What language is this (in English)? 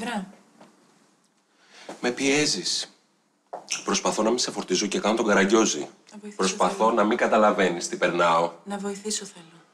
Greek